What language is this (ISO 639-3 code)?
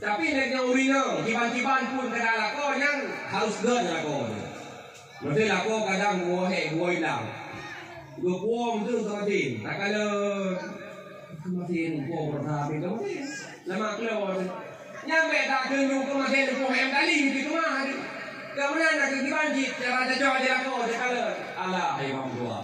ace